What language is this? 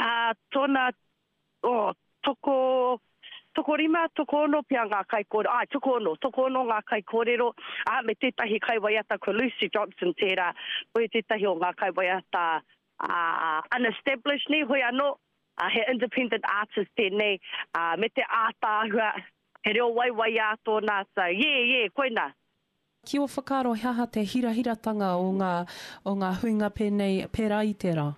Māori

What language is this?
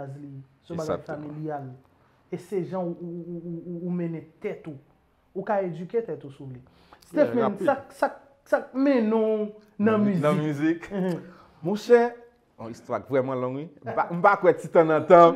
Haitian Creole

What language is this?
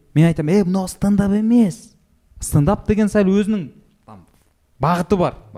Kazakh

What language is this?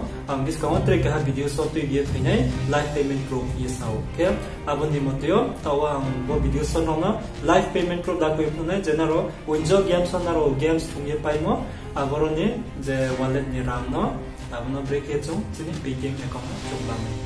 Riang (India)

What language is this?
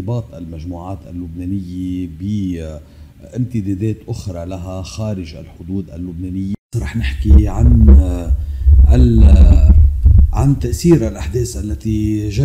North Levantine Arabic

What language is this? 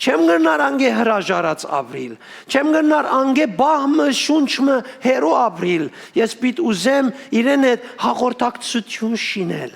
Western Armenian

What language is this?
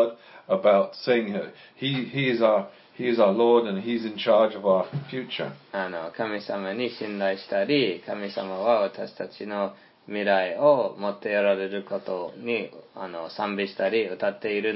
Japanese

